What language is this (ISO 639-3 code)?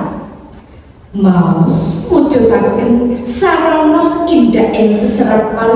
jav